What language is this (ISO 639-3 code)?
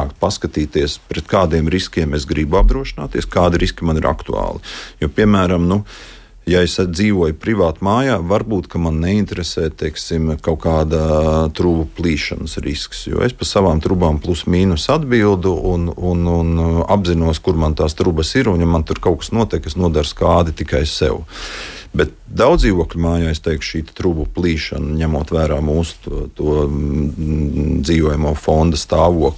lav